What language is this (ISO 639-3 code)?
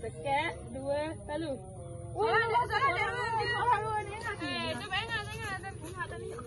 sas